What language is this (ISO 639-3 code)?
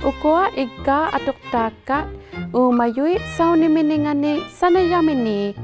iku